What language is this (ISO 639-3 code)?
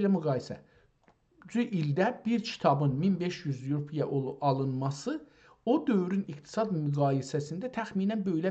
azb